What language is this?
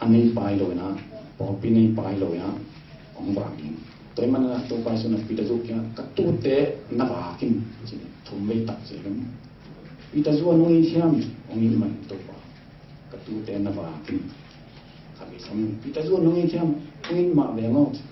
Tedim Chin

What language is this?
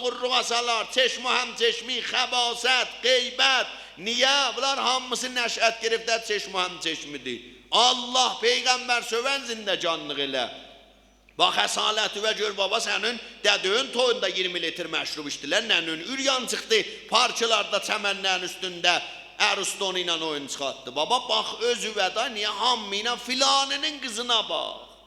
South Azerbaijani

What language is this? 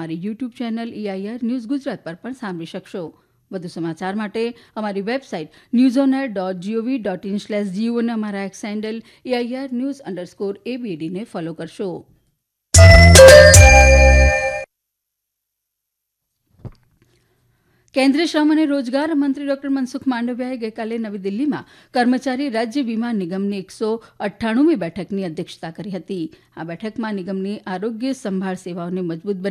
Gujarati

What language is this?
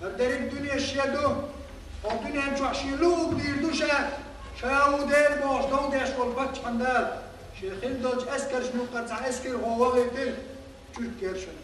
Chechen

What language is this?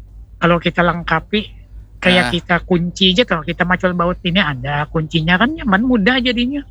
Banjar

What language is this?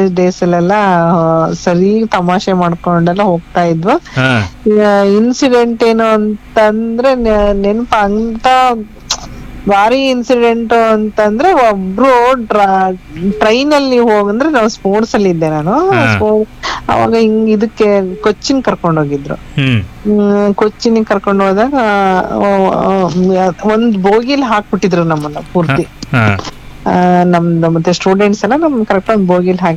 Kannada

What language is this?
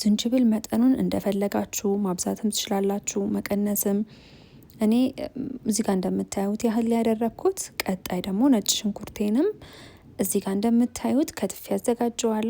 Amharic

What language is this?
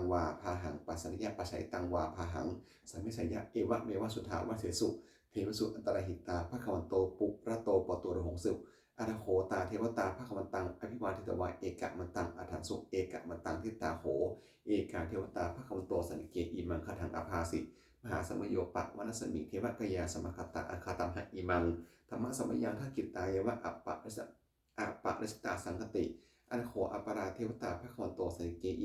Pali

